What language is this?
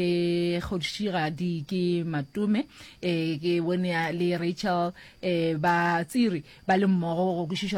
Northern Sotho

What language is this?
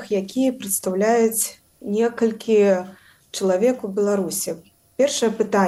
Belarusian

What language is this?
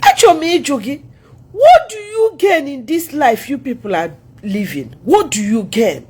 Igbo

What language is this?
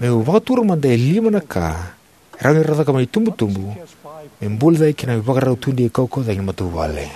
Fijian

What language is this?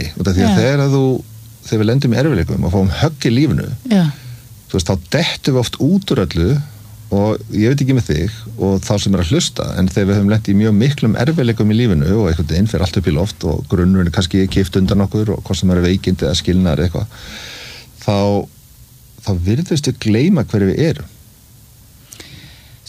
Icelandic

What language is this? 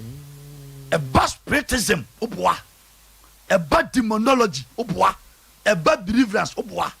Akan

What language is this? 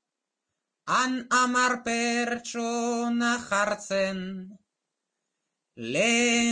Basque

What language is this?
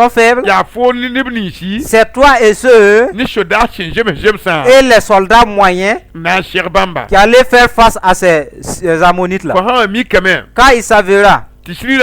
Mossi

